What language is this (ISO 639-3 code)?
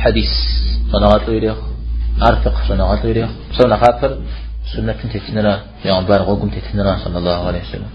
kbd